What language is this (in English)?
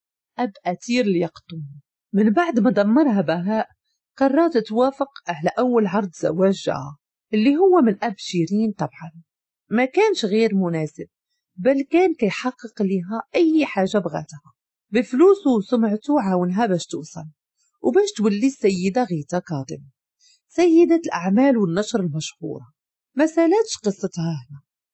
Moroccan Arabic